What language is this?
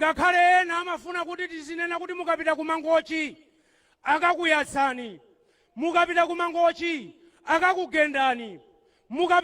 Nyanja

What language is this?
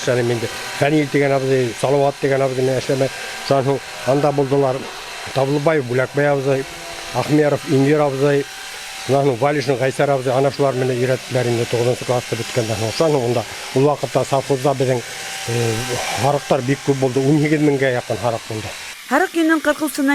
Bashkir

